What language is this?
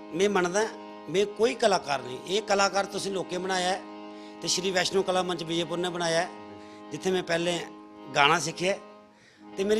Dogri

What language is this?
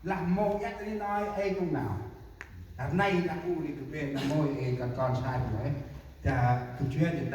Central Mnong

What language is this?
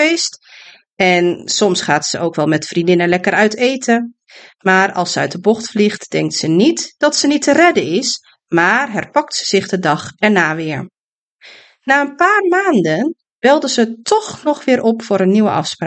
Dutch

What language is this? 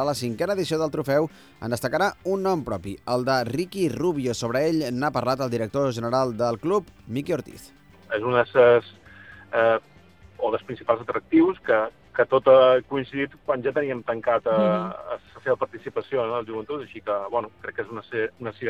Catalan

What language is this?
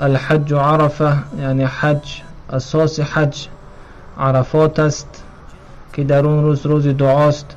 Tajik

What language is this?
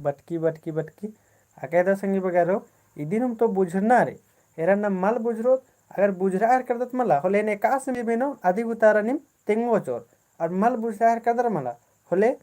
Kurukh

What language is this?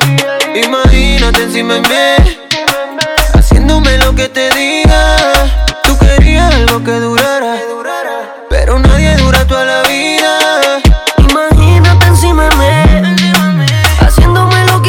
Spanish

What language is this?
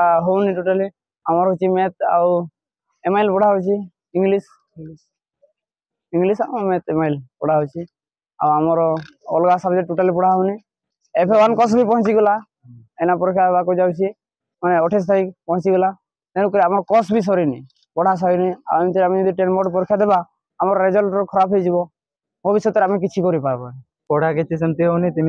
Odia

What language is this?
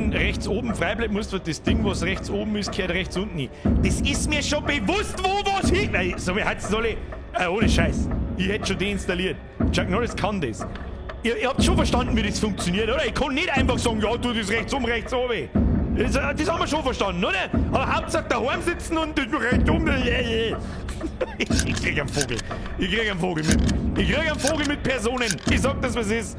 Bavarian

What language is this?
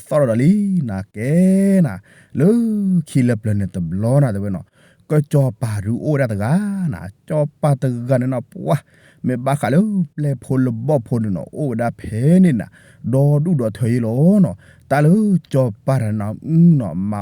S'gaw Karen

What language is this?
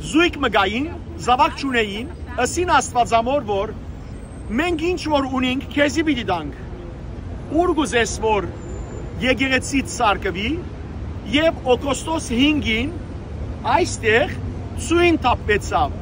Western Armenian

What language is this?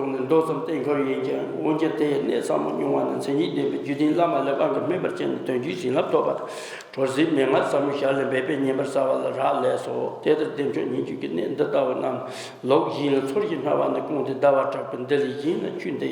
Tibetan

